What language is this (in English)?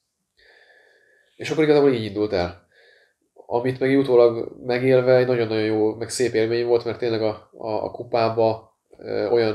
Hungarian